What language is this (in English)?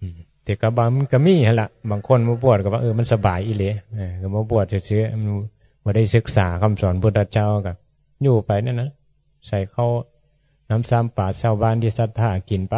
Northeastern Thai